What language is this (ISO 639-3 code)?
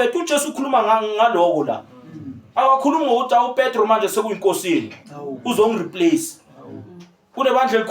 zul